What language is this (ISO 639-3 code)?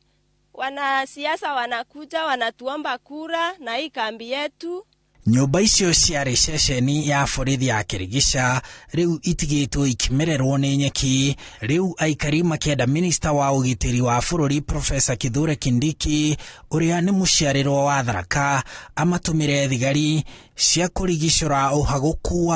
kik